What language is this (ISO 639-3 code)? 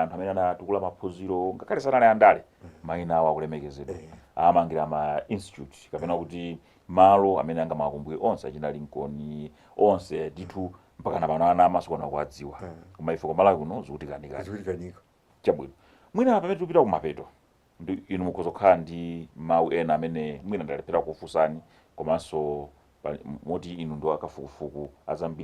nya